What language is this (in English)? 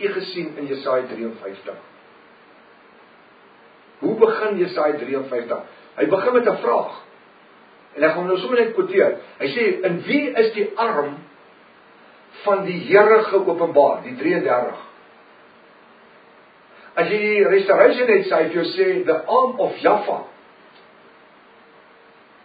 Afrikaans